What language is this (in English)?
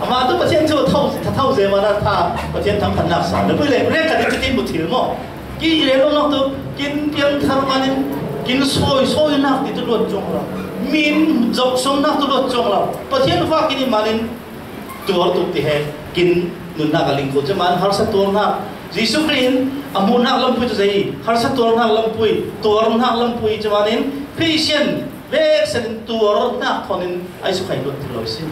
Falam Chin